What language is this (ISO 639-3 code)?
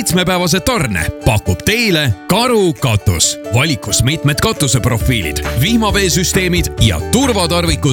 est